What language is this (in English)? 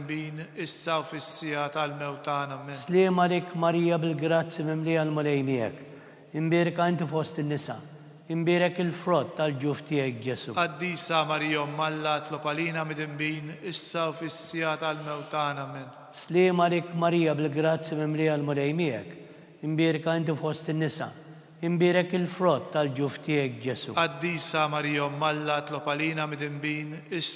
Maltese